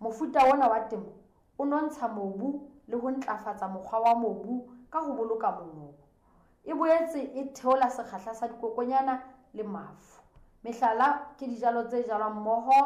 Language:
Southern Sotho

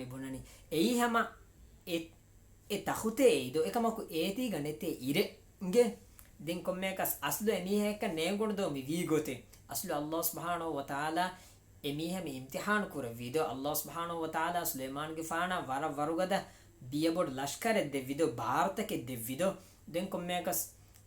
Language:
Divehi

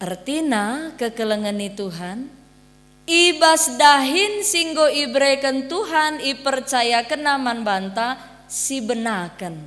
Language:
Batak Karo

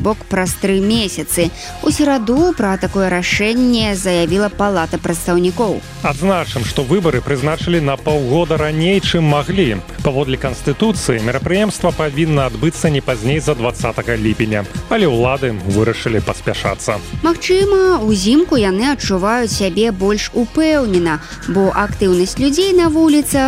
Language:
Belarusian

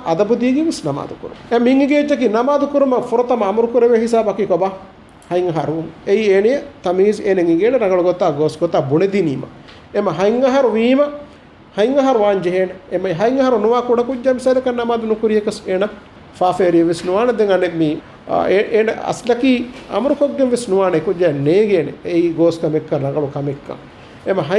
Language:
Divehi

